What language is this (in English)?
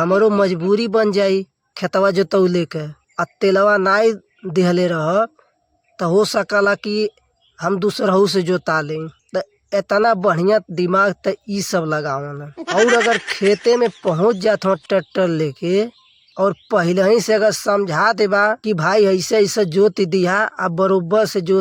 Bhojpuri